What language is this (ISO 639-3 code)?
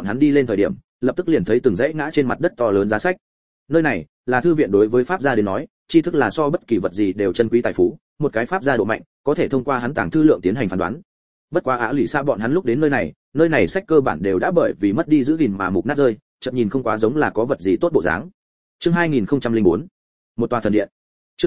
vie